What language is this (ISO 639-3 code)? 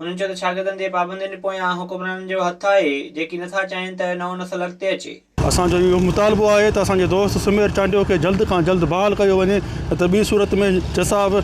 snd